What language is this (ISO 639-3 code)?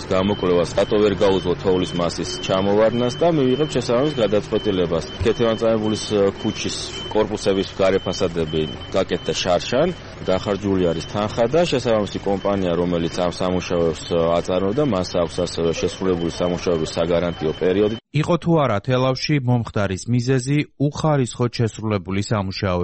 kat